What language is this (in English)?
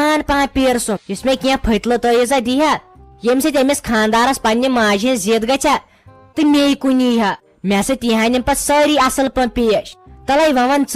Kashmiri